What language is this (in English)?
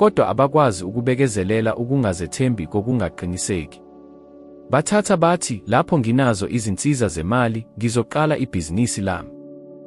Zulu